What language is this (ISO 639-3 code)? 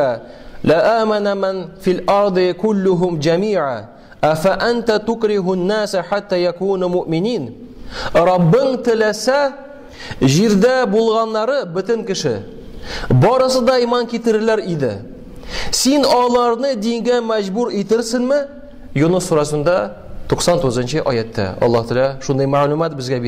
tat